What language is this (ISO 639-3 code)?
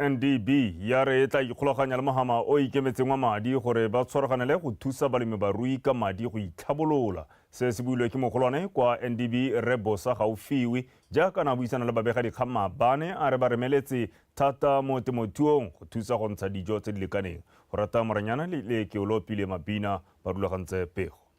tsn